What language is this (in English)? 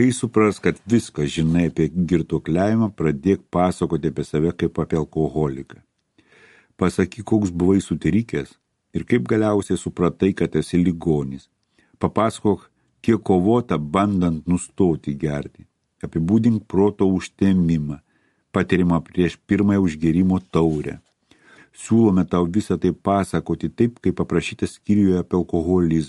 Lithuanian